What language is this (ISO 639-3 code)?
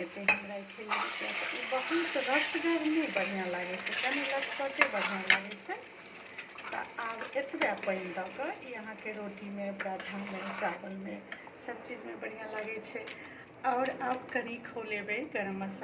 mai